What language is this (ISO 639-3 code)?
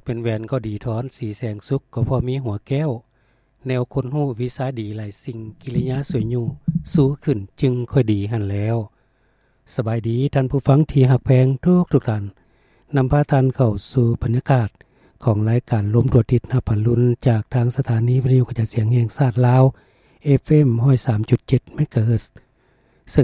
lao